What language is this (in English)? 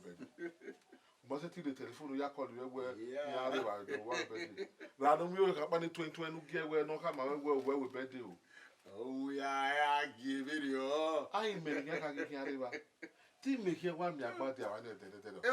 Bini